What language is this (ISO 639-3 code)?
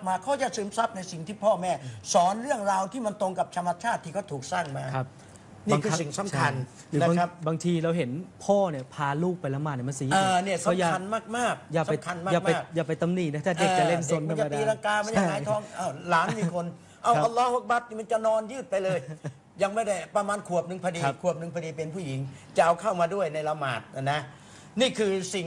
tha